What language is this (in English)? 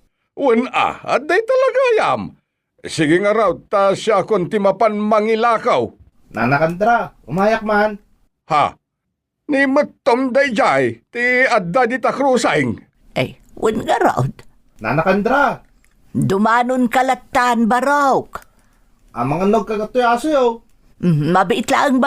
Iloko